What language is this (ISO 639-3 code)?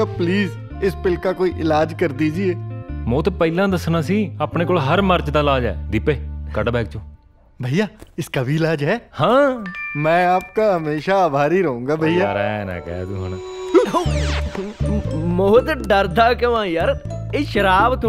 pan